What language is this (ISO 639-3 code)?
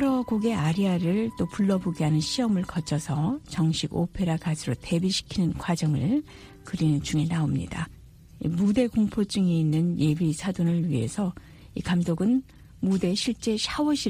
kor